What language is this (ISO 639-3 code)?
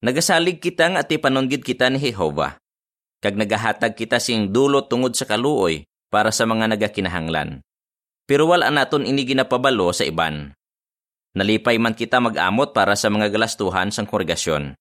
hil